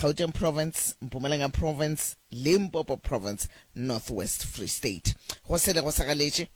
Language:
Northern Sotho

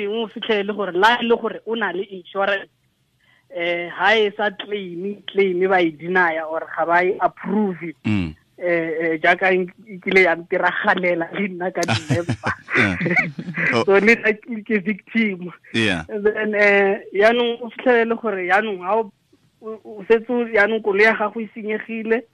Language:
Tswana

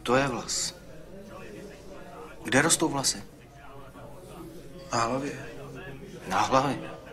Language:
Czech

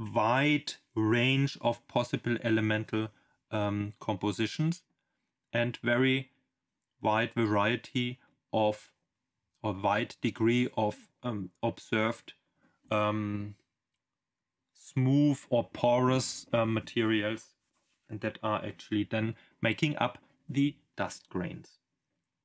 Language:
English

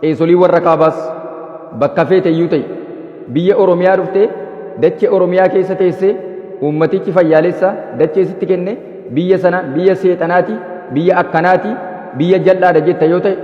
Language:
Oromo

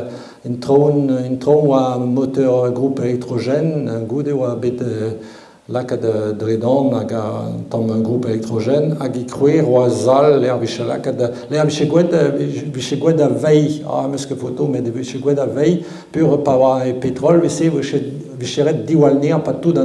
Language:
Breton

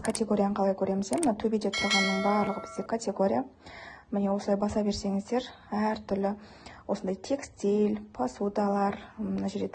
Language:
Kazakh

